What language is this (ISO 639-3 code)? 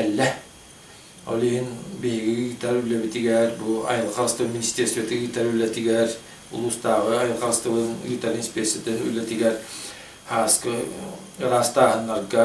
sah